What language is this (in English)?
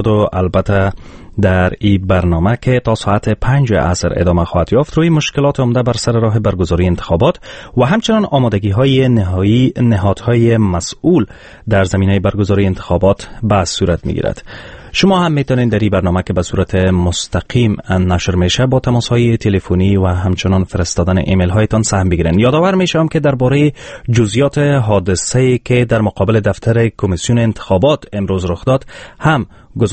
Persian